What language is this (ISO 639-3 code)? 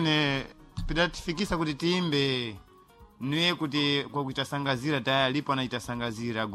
seh